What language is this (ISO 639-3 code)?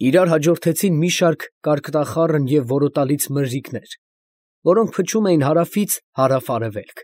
hye